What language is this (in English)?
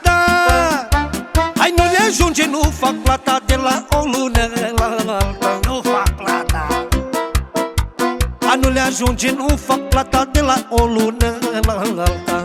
Romanian